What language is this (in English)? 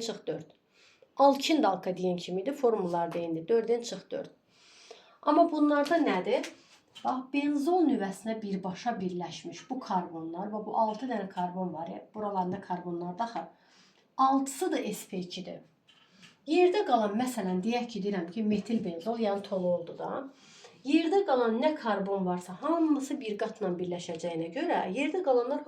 Azerbaijani